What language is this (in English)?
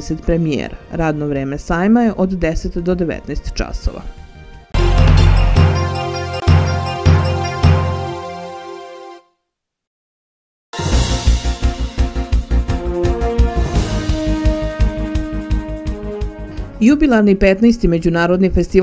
Serbian